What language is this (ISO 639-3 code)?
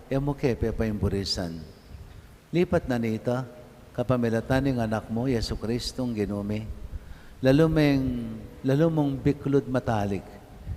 pam